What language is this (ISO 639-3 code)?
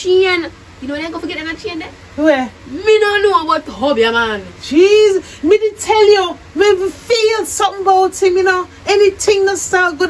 jam